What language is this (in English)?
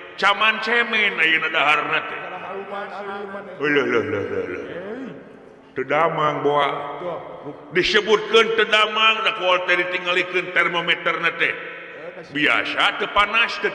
Sundanese